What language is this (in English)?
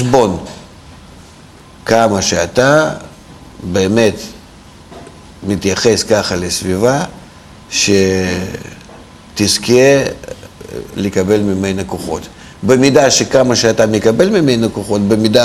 Hebrew